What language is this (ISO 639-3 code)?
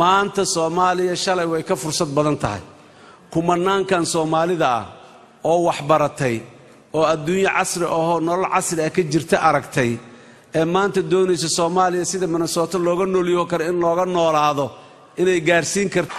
som